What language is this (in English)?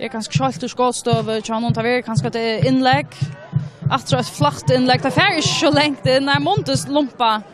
Faroese